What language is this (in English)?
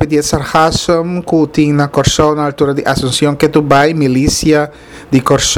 Papiamento